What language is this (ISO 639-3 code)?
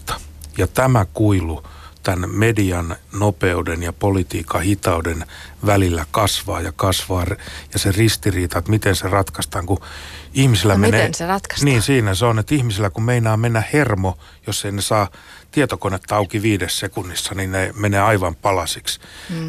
fin